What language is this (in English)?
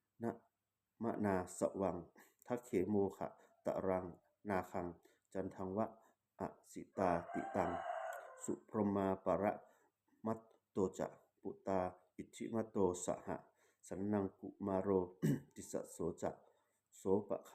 Pali